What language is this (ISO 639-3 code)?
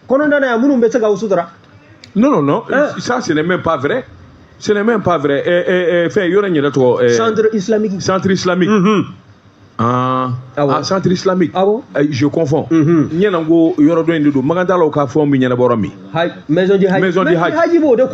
bam